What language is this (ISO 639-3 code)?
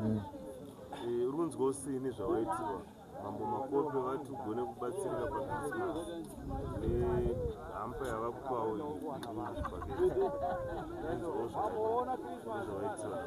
sna